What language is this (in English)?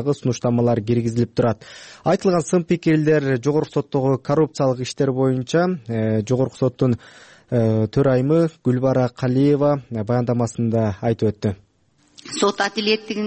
Kyrgyz